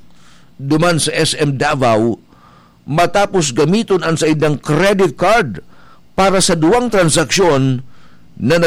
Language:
Bikol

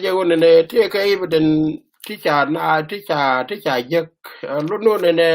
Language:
Nuer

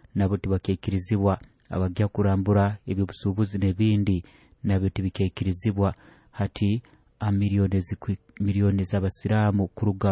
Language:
Nyoro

